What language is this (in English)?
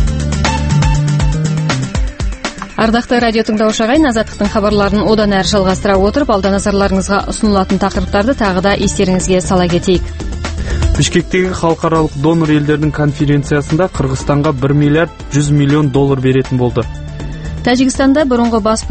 Kazakh